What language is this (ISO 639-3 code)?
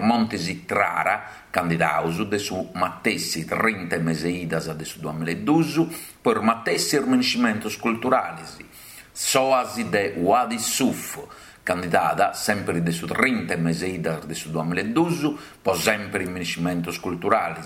srd